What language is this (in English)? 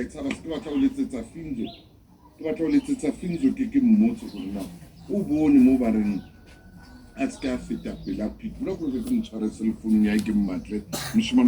Southern Sotho